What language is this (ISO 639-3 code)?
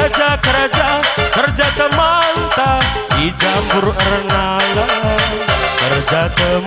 btx